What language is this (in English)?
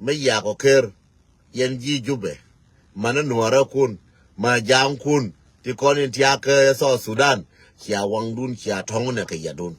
Nuer